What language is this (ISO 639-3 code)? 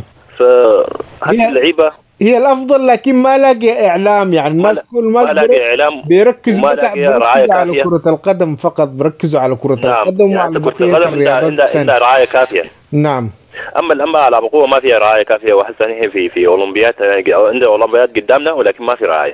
apd